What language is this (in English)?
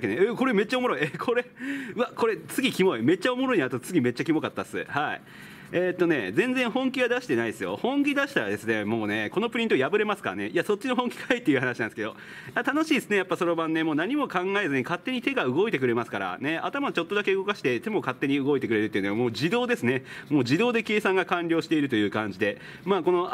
Japanese